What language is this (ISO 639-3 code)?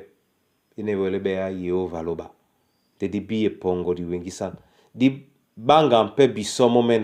dua